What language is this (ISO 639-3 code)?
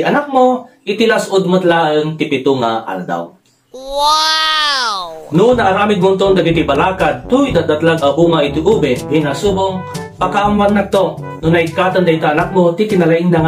ilo